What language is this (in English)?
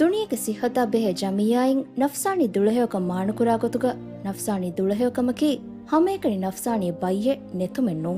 Divehi